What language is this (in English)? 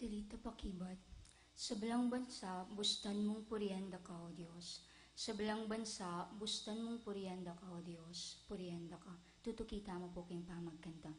Pampanga